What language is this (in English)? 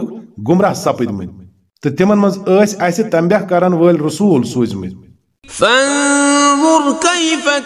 Kashmiri